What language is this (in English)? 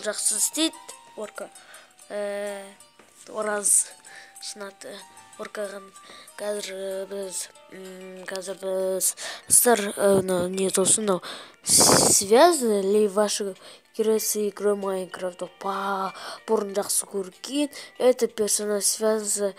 Kazakh